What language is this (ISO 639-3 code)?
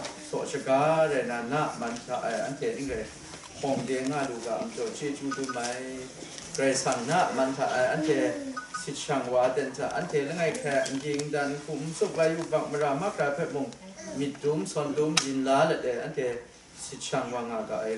kac